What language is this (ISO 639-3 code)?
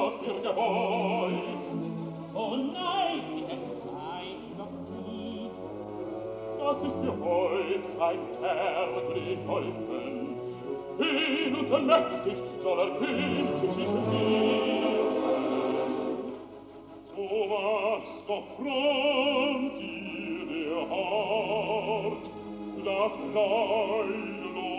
deu